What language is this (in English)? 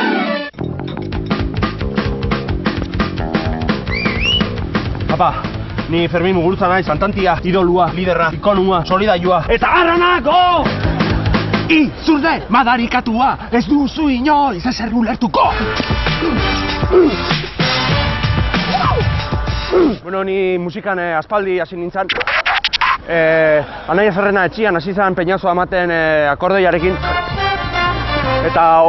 Basque